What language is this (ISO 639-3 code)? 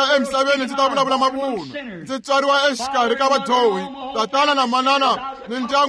tso